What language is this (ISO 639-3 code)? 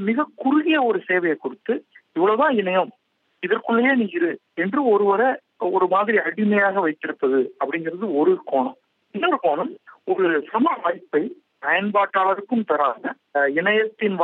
tam